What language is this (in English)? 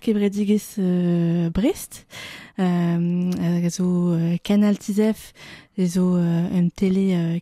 Breton